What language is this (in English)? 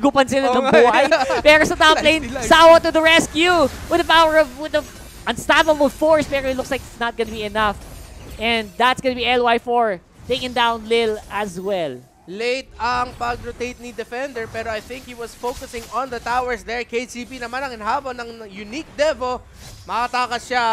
Filipino